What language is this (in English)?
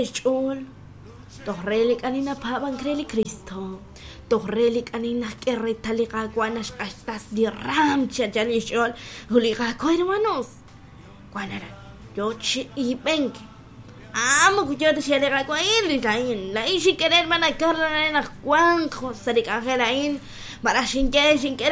Kekchí